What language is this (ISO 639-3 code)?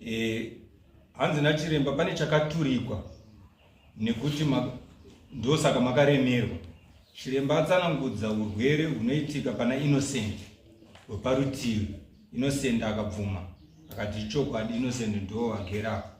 sna